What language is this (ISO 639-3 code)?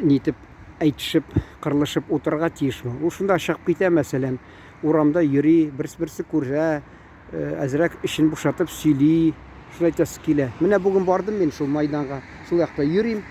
tat